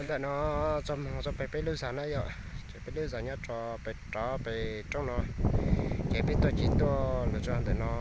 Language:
Hmong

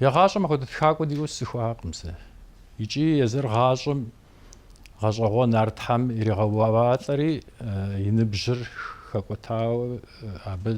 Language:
Kabardian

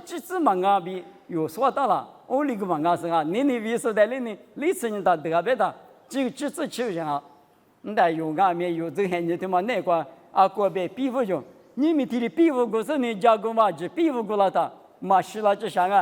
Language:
Lisu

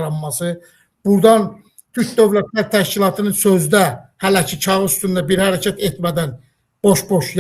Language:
Azerbaijani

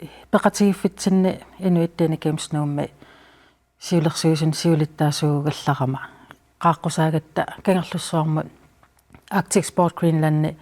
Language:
Kalaallisut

